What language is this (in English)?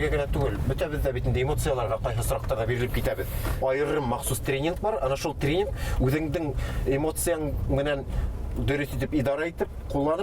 Bashkir